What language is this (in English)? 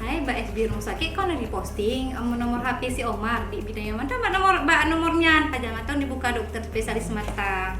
Achinese